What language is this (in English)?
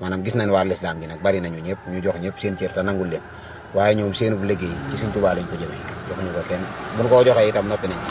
Wolof